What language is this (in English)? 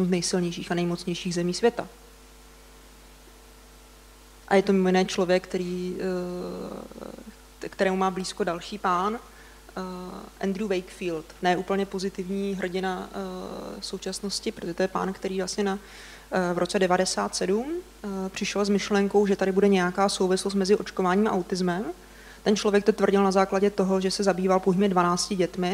Czech